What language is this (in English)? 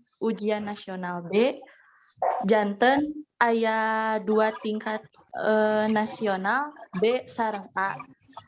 Sundanese